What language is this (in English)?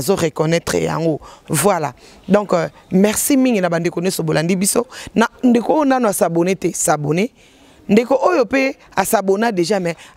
Lingala